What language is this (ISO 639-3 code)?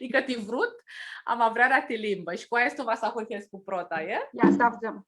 rup